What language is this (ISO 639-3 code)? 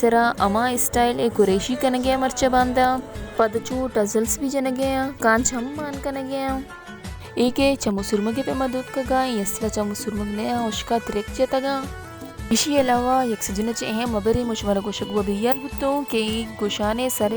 bal